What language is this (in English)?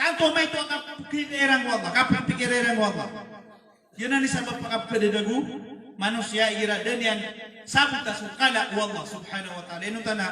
Maranao